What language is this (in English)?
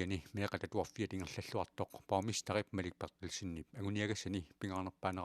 Kalaallisut